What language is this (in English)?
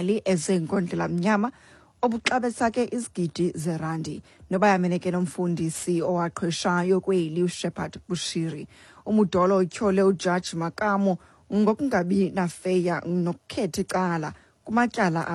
Xhosa